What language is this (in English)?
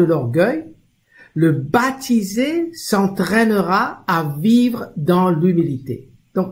Morisyen